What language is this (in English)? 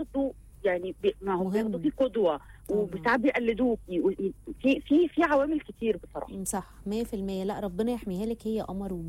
Egyptian Arabic